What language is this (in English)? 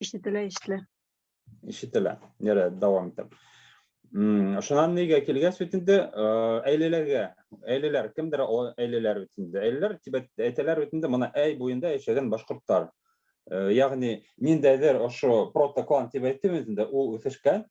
Bashkir